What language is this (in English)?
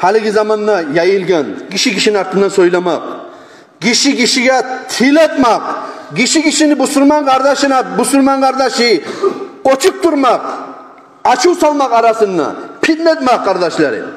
Kumyk